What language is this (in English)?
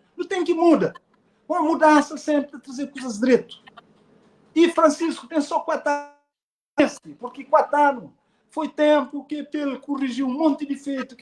Kabuverdianu